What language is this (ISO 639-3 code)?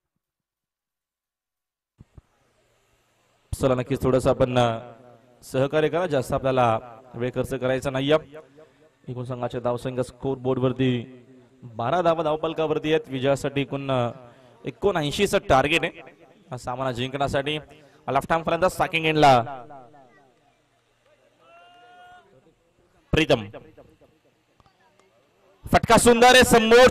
mar